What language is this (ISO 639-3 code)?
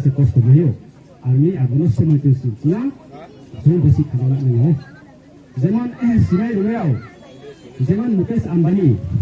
ria